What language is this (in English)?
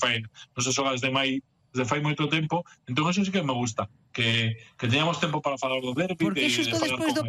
Galician